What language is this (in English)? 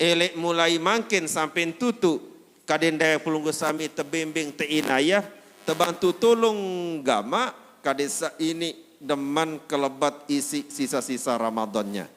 Sasak